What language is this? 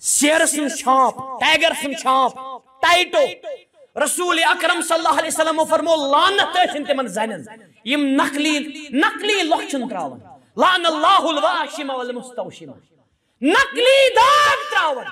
Kashmiri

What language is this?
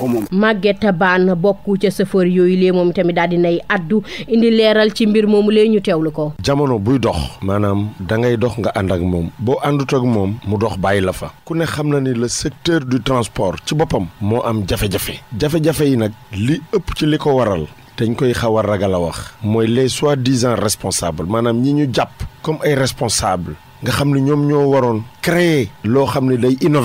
Wolof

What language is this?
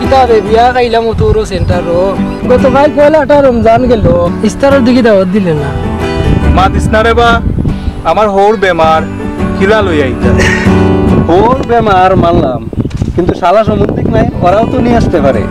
Sylheti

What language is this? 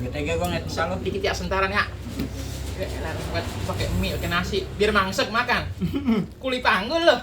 Betawi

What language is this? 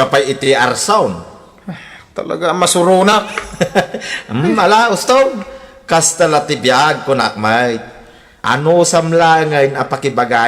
Iloko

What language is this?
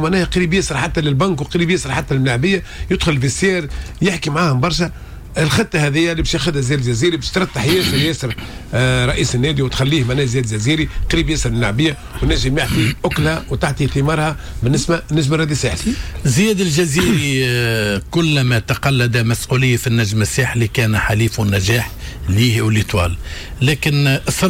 Tunisian Arabic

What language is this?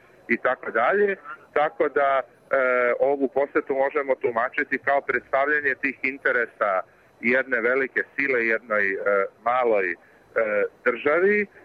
Bosnian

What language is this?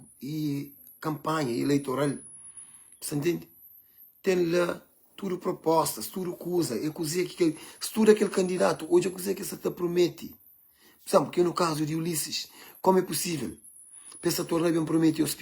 Kabuverdianu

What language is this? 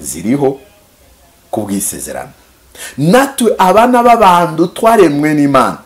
Kinyarwanda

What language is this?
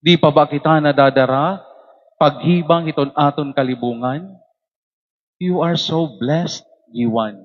Waray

